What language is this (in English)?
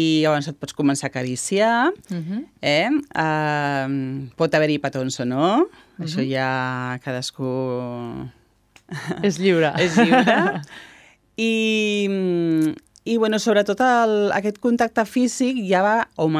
Catalan